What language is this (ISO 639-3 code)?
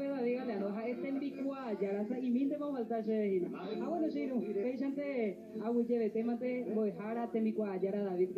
grn